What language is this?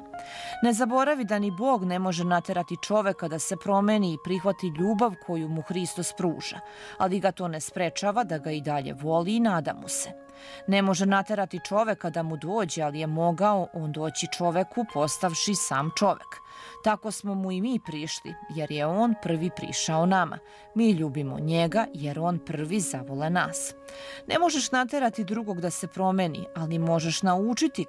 Serbian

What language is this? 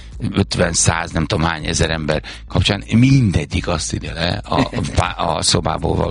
Hungarian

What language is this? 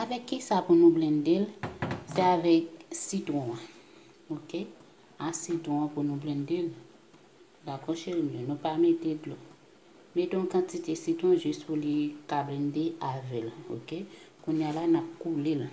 Haitian Creole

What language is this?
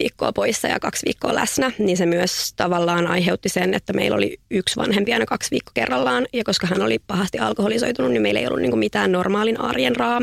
Finnish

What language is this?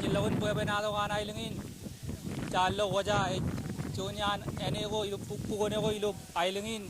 Marshallese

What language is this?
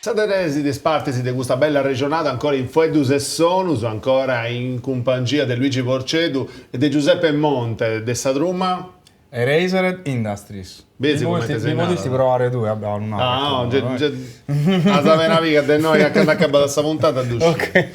Sardinian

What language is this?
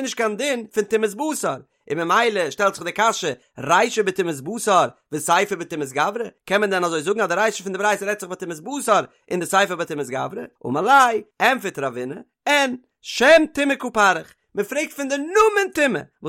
Yiddish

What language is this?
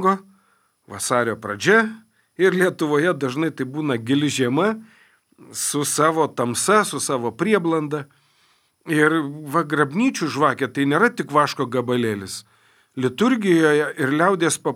Lithuanian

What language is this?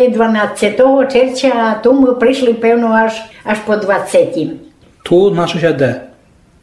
Rusyn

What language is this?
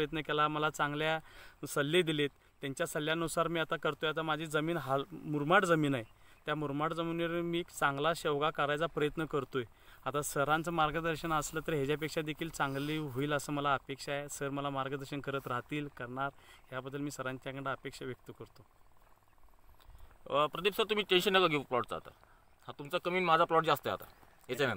Marathi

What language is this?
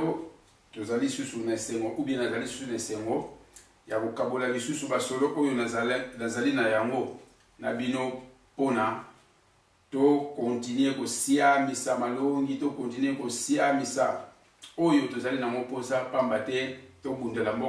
Lingala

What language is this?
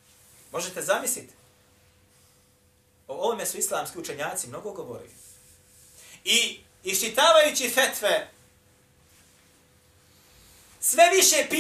Bosnian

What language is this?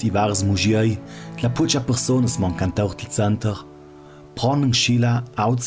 Ladin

